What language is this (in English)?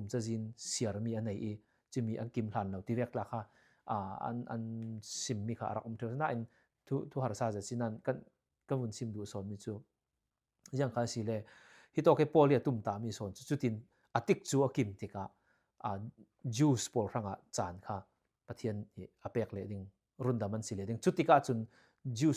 Falam Chin